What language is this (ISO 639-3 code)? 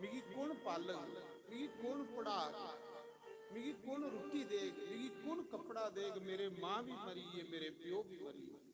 doi